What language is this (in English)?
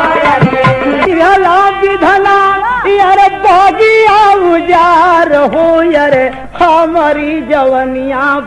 Bhojpuri